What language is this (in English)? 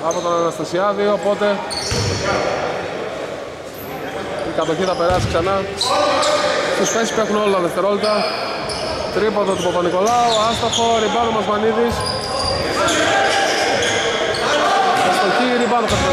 Greek